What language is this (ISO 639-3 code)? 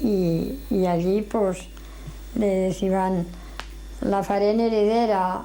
arg